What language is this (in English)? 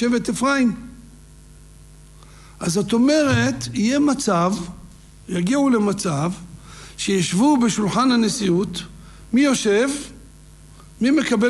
Hebrew